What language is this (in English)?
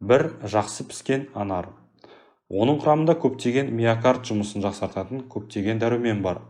Kazakh